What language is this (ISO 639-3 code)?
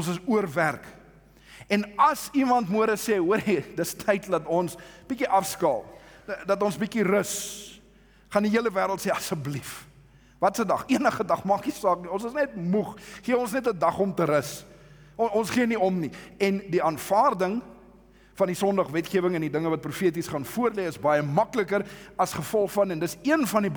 afr